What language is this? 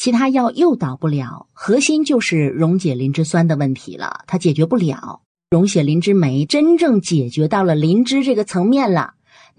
Chinese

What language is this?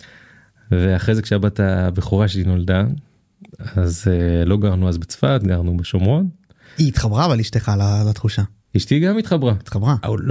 Hebrew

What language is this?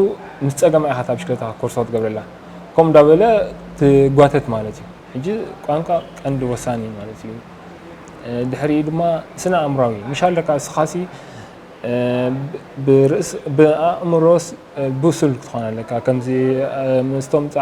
Tigrinya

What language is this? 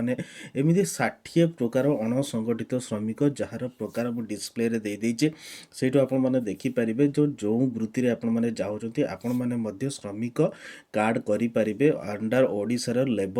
Odia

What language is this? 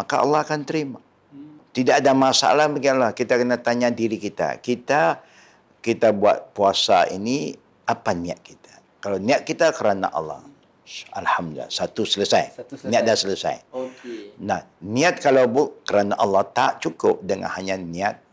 Malay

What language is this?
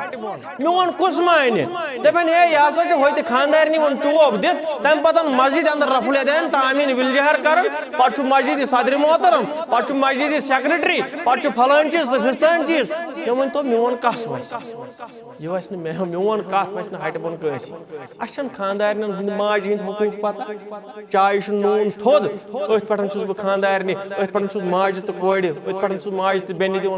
Kashmiri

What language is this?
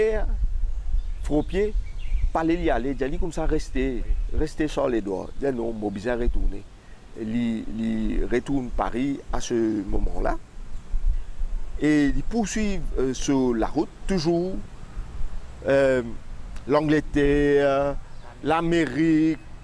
French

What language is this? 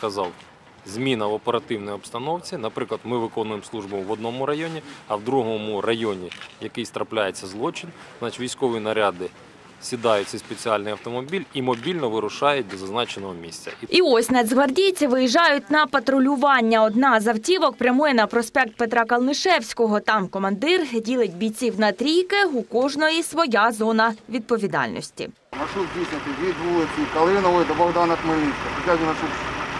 Ukrainian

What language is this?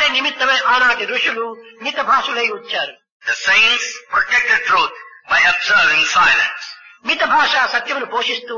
Telugu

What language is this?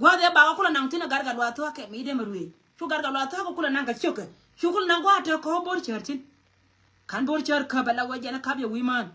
Nuer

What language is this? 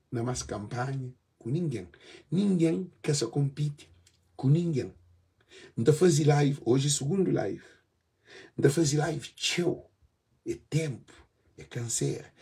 Kabuverdianu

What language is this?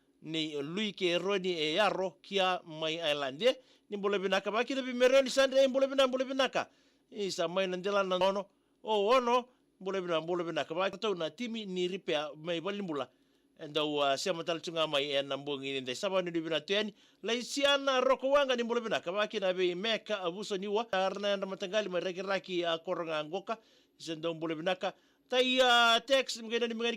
Fijian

